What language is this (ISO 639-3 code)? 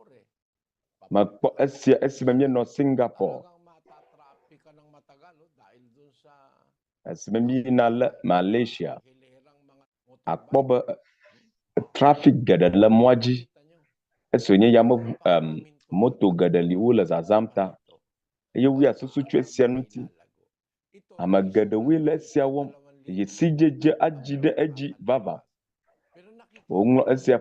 ewe